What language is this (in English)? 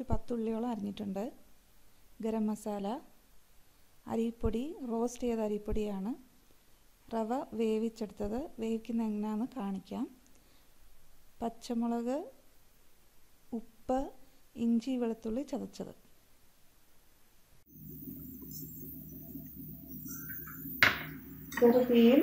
Malayalam